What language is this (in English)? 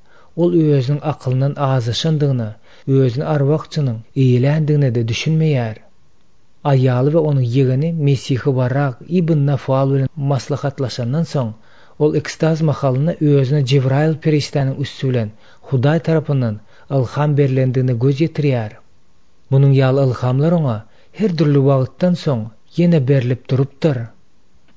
Turkmen